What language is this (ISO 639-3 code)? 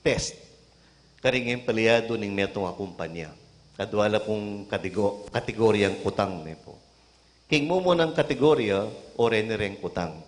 pam